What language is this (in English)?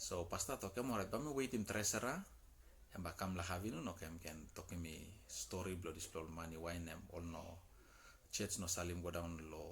Tok Pisin